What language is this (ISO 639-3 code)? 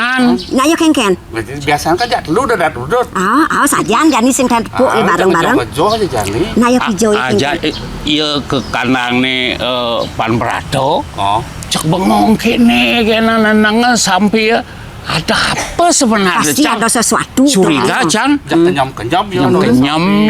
ban